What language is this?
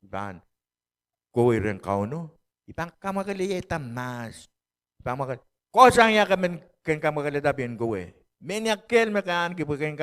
Pohnpeian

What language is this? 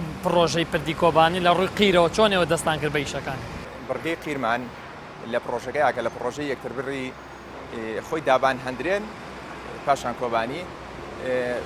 Central Kurdish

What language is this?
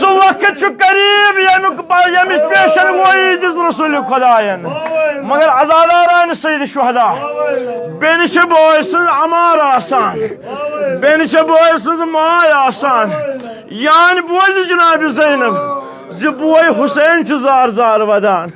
Kashmiri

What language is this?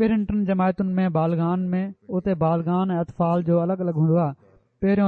Sindhi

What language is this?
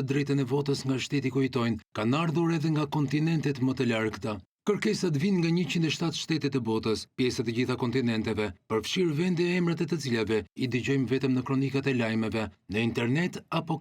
Albanian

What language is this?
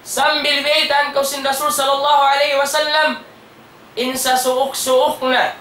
Tausug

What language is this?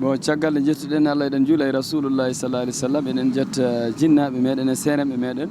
Fula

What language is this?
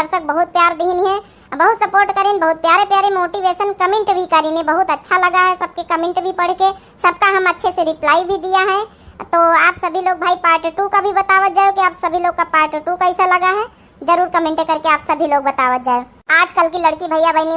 Awadhi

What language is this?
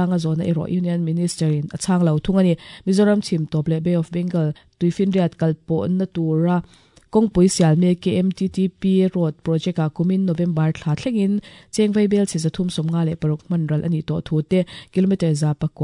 Mizo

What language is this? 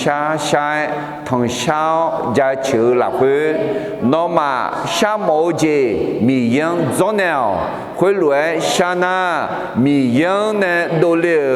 Akha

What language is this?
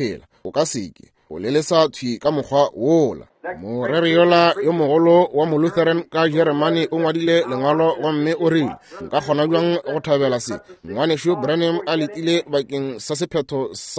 Northern Sotho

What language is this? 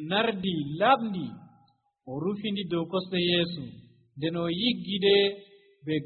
Nigerian Fulfulde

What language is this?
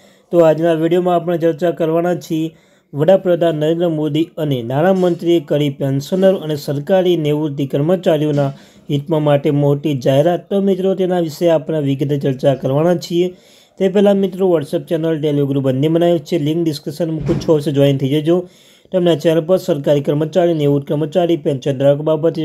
Gujarati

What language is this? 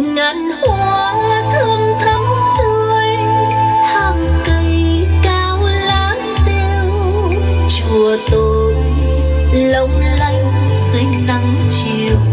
Vietnamese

